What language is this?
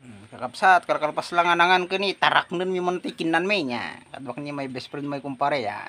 Iloko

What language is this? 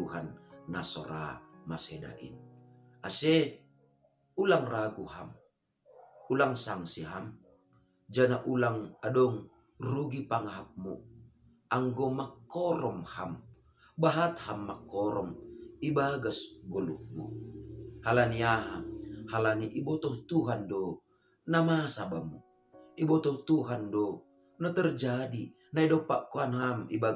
Batak Simalungun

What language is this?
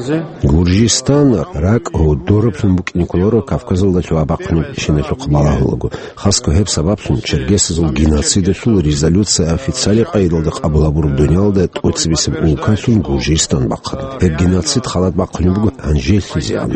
Avaric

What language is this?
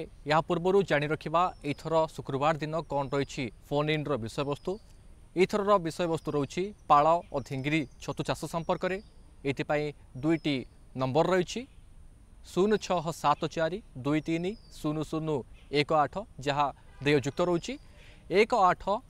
Odia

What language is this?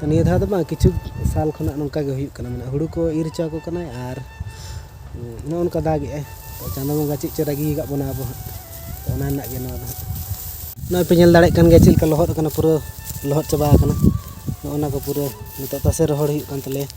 Santali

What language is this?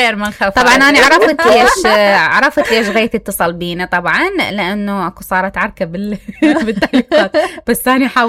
Mesopotamian Arabic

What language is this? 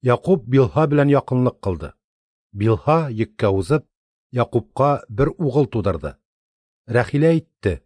Tatar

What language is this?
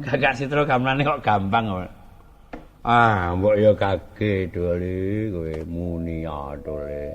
Javanese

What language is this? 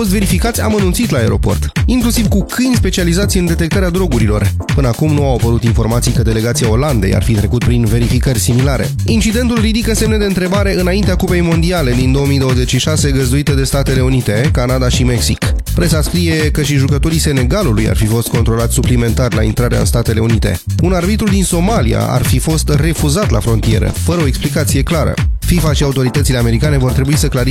Romanian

